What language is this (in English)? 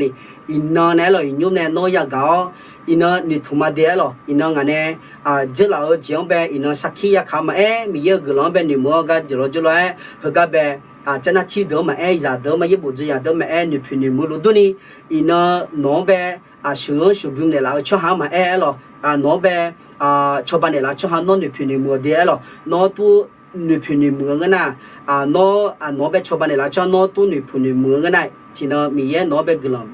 Akha